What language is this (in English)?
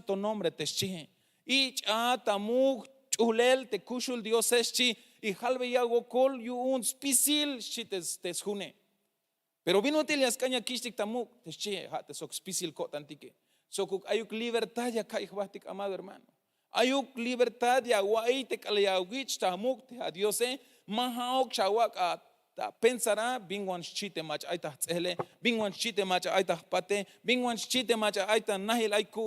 Tzeltal